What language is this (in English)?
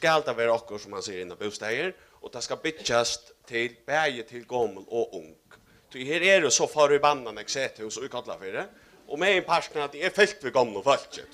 Faroese